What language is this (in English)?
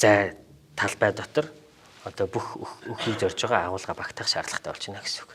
Mongolian